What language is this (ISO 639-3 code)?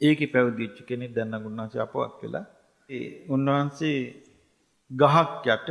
sin